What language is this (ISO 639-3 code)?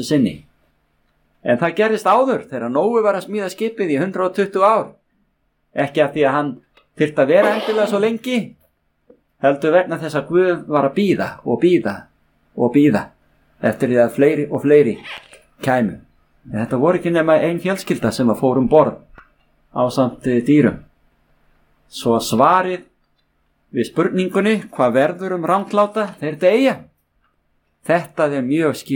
isl